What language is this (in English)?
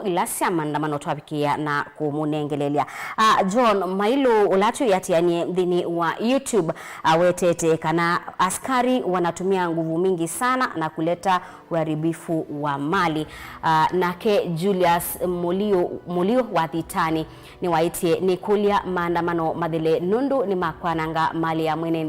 Kamba